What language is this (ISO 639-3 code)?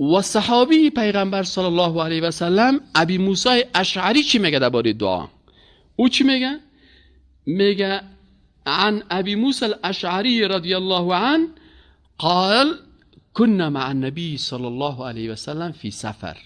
fas